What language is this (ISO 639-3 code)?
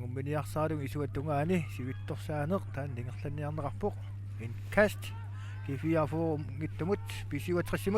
kal